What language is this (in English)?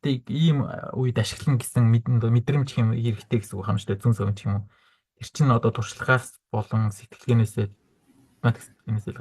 Mongolian